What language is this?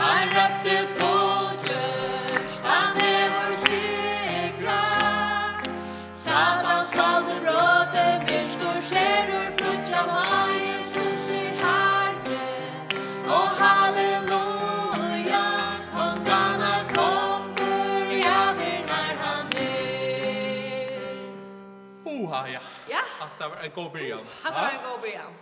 Faroese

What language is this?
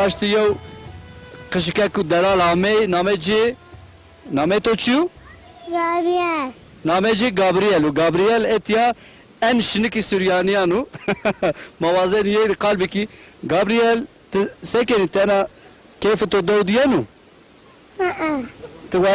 Zaza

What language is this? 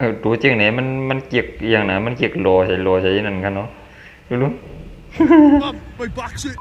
Shan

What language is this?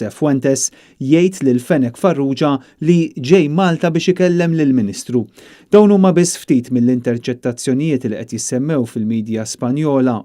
Maltese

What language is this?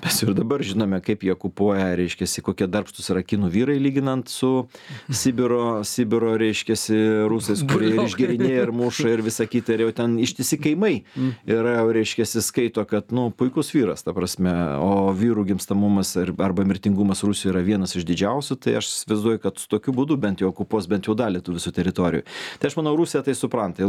Lithuanian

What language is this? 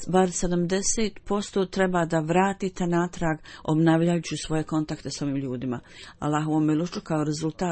Bosnian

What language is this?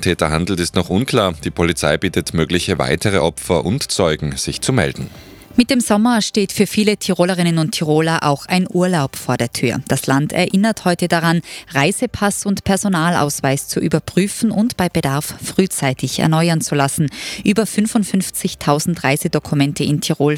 German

